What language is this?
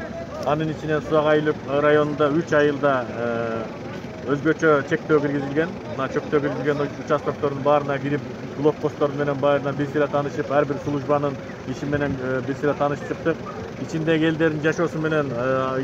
Kyrgyz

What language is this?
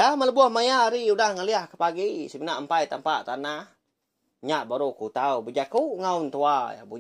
Iban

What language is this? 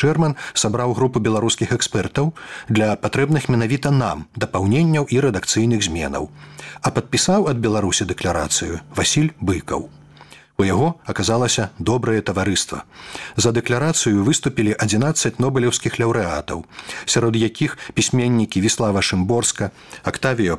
Belarusian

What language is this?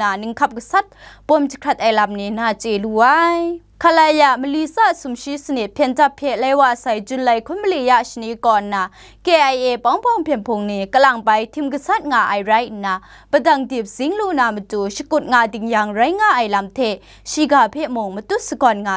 Kachin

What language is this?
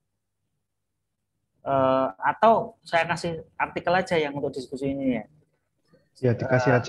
Indonesian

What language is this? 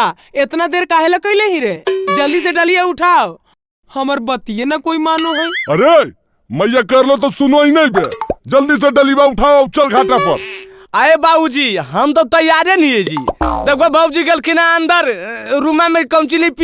Magahi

